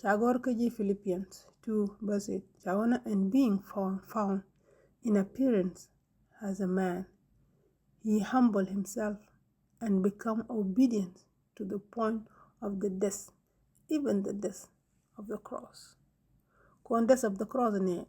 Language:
Nuer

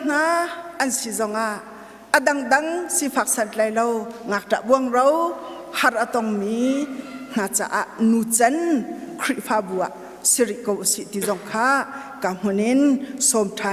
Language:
Hakha Chin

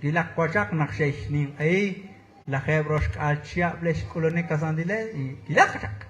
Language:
Kekchí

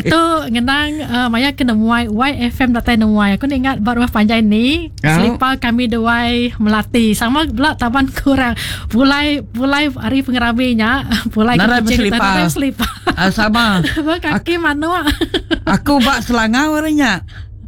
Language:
Iban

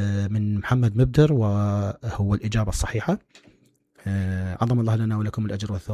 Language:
Mesopotamian Arabic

